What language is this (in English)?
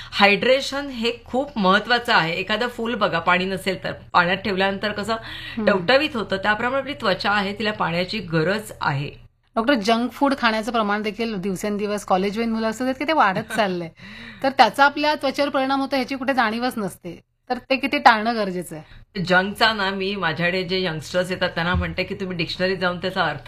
Marathi